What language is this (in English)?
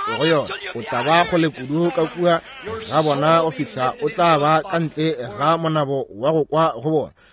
Northern Sotho